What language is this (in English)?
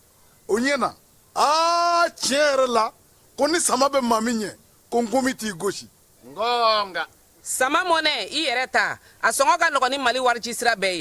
Bambara